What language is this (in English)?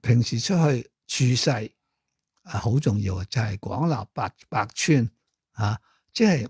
Cantonese